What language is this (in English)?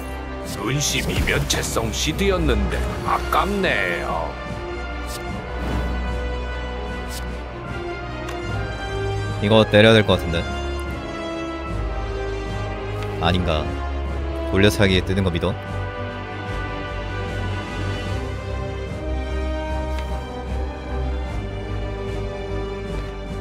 Korean